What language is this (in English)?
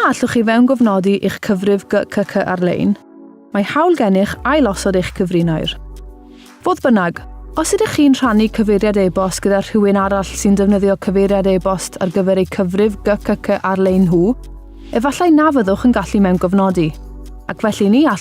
Welsh